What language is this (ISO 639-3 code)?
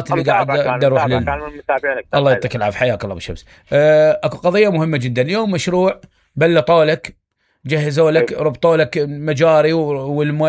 acm